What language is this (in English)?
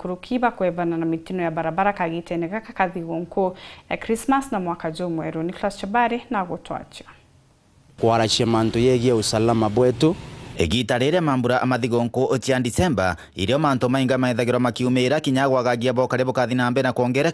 Meru